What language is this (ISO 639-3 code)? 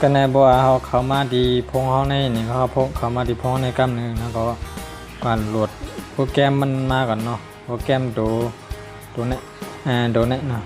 shn